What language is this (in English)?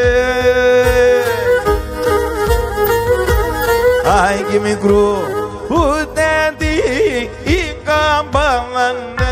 Greek